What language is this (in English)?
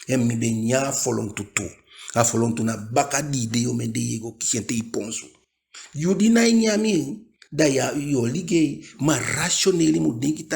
Eastern Maroon Creole